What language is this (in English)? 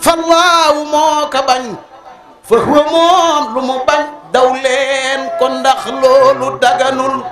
Wolof